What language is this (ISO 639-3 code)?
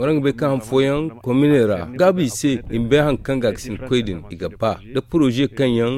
dje